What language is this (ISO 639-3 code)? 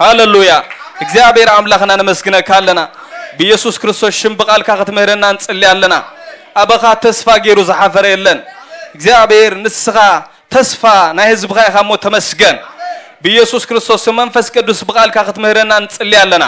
tir